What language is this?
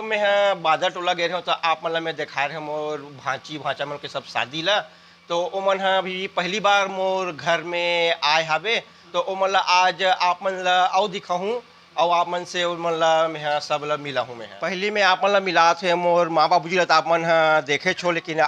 Chhattisgarhi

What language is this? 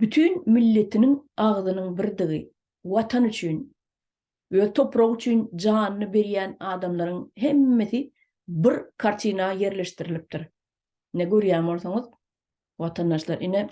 Turkmen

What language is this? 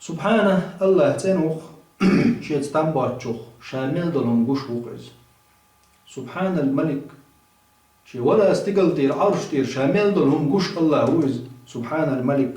Chechen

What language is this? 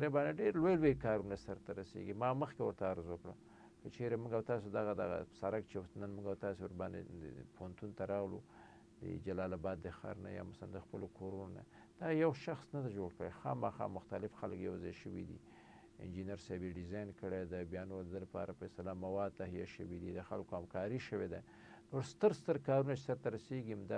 Pashto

